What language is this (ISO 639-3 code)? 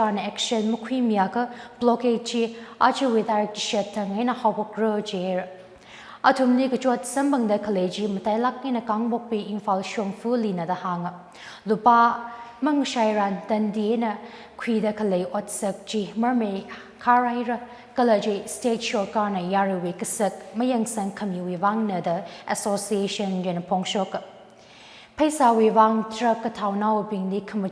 nmf